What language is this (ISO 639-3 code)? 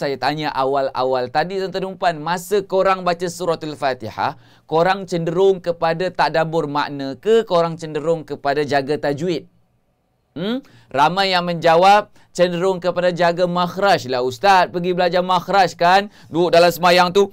msa